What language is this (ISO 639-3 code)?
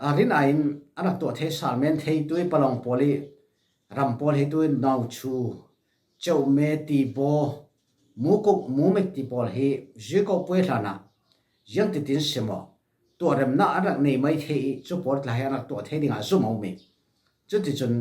cfm